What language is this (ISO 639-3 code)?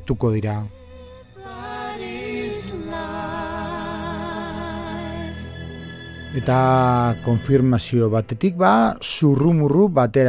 eus